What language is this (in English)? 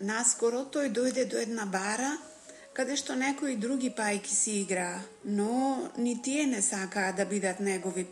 Macedonian